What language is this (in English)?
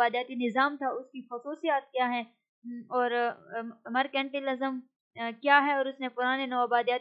Urdu